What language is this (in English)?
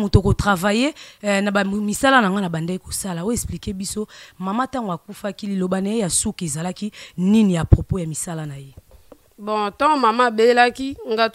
Lingala